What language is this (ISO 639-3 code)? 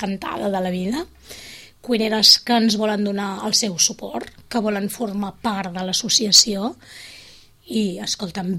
cat